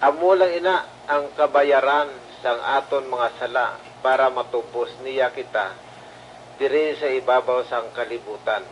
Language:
Hiligaynon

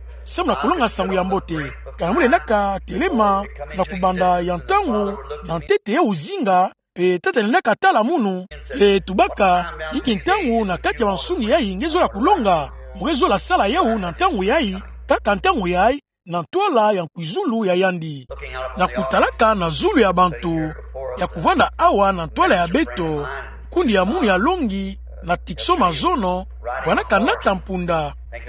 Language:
Kituba (Democratic Republic of Congo)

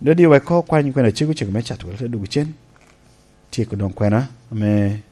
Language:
Lango (Uganda)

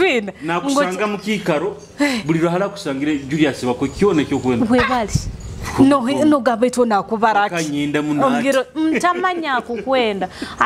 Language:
Nyoro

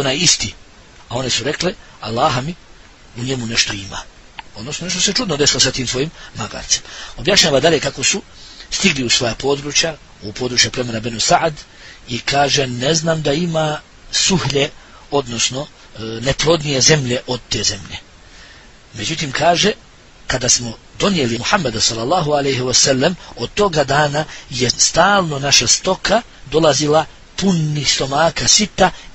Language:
Bosnian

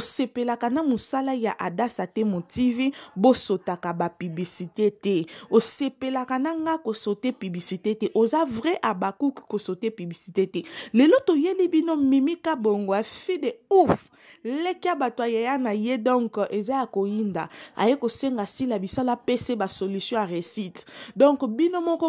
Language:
Lingala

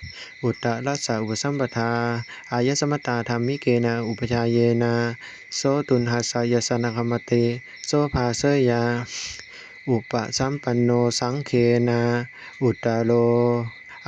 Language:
Pali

